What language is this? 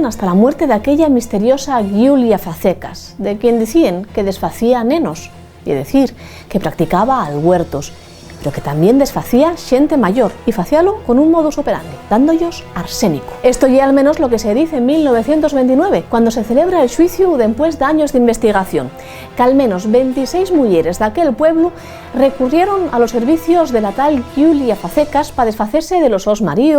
Asturian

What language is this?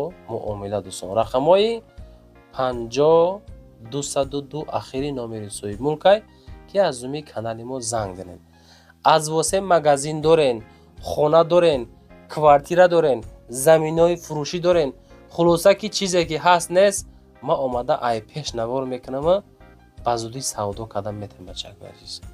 Tajik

